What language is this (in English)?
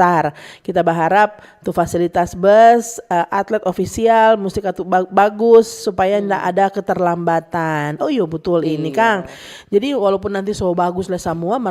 Manado Malay